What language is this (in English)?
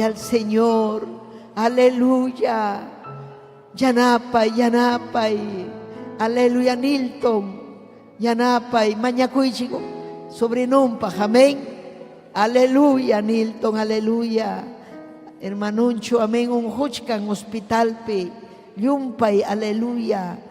Ayacucho Quechua